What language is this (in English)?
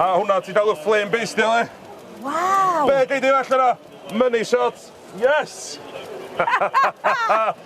Welsh